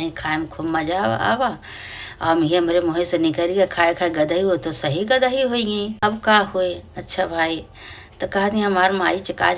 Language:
Awadhi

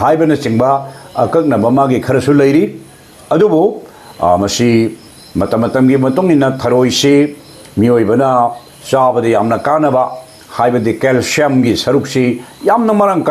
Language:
Manipuri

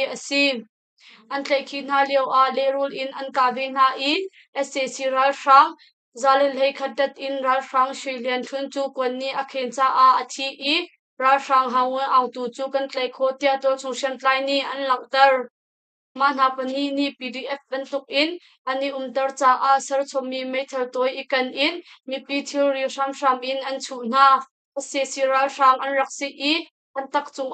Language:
Hakha Chin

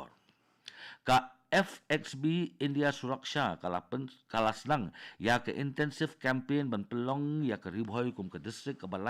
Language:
Khasi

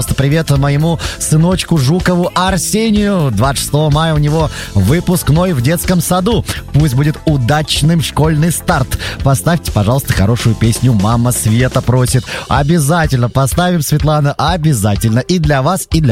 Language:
Russian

